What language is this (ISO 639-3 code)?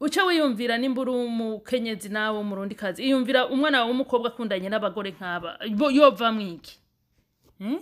run